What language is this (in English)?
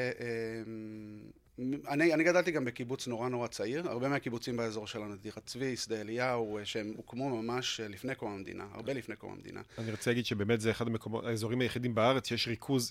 Hebrew